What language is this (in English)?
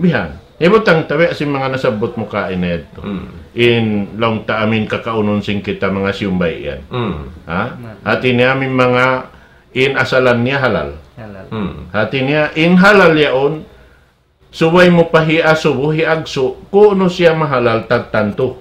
Tausug